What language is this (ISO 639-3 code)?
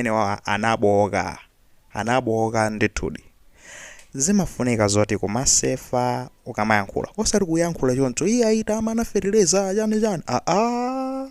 nya